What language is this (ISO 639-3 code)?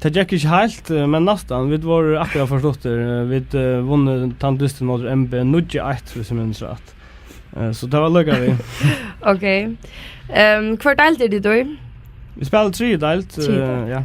fao